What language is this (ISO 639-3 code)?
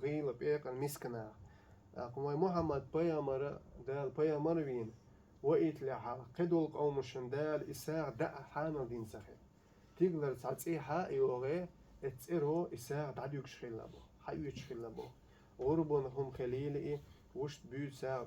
che